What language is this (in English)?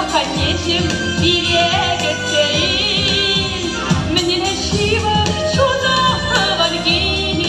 Chuvash